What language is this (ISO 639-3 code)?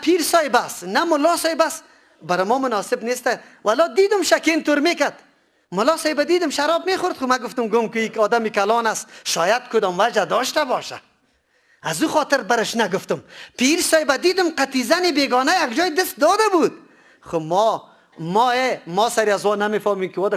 fas